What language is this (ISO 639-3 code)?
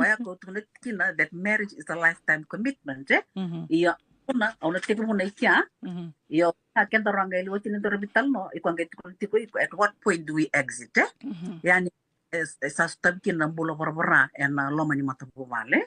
fij